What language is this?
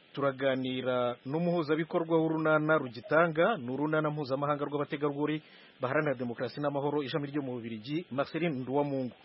Kinyarwanda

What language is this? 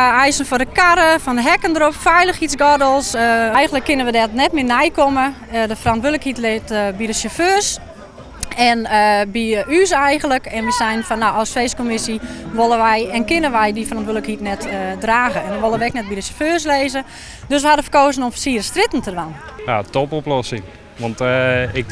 Western Frisian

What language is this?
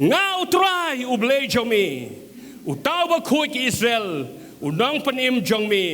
Khasi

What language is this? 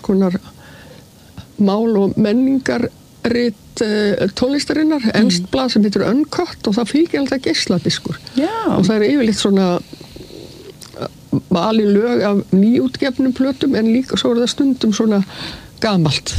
Icelandic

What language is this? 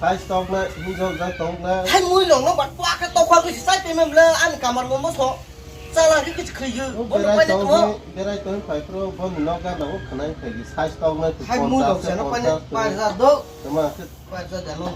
Kok Borok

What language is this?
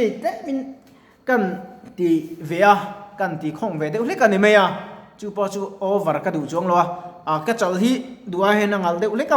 Mizo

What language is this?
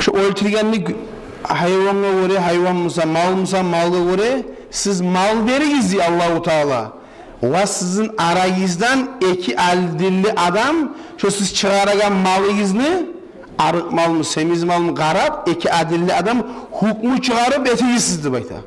Kumyk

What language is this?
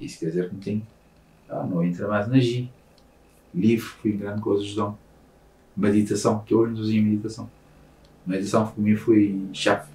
Kabuverdianu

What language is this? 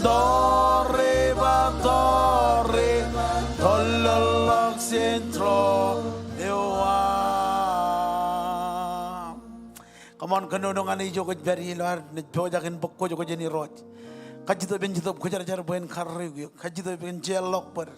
Marshallese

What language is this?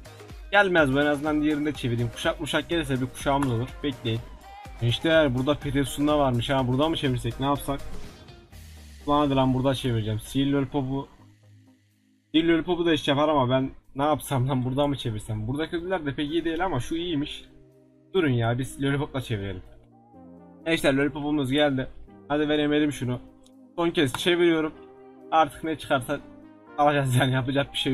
Turkish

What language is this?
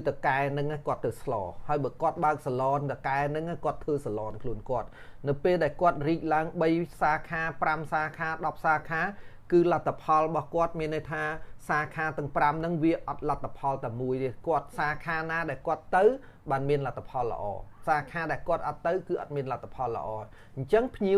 Khmer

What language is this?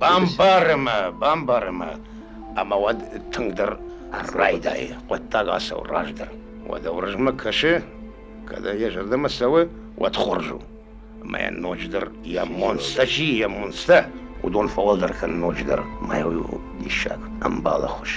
Ossetic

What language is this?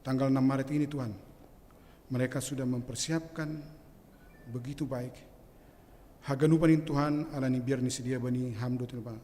Batak Simalungun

